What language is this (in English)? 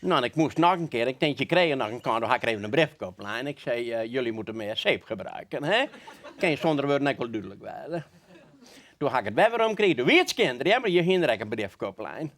Western Frisian